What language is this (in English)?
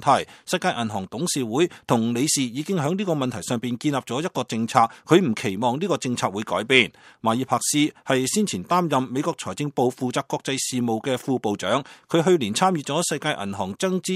Cantonese